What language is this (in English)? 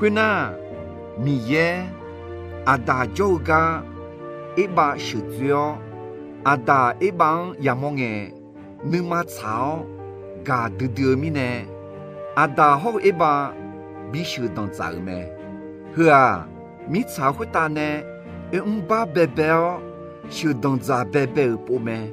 Akha